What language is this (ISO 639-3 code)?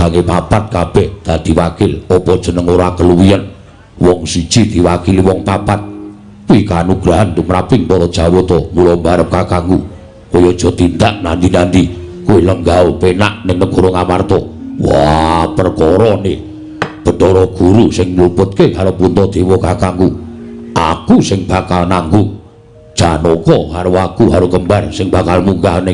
jav